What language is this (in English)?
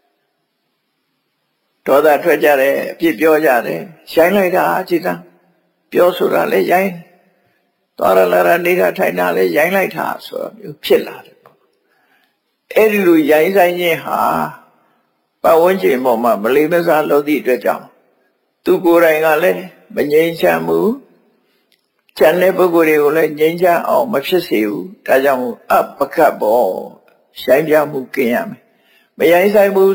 Burmese